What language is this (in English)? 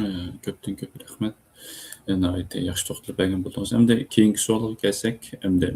Uyghur